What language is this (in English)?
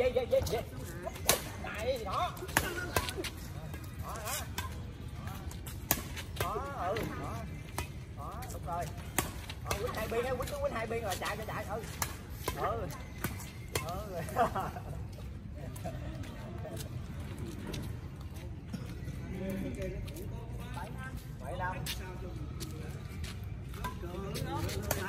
Vietnamese